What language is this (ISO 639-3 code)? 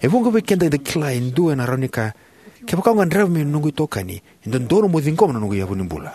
fij